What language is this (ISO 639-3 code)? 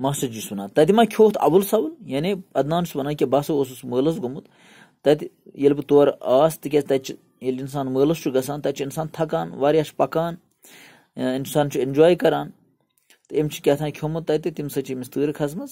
kas